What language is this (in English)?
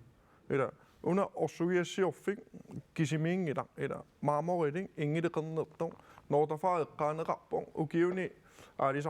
Kalaallisut